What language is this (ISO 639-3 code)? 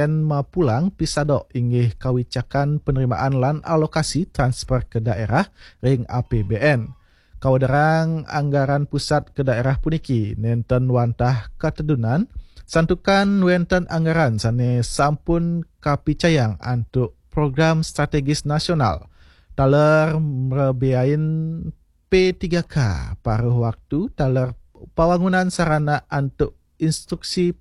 ban